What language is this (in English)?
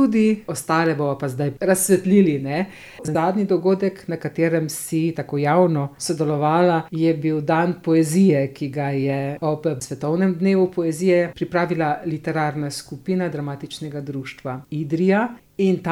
Slovenian